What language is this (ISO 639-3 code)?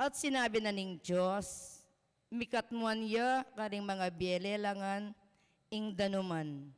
pam